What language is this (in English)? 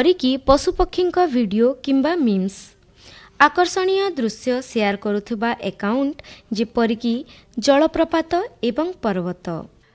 Odia